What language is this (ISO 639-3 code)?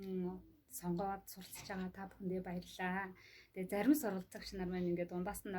mon